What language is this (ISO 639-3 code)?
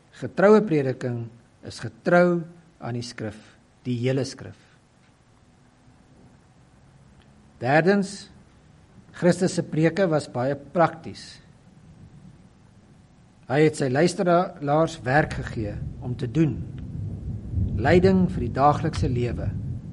afr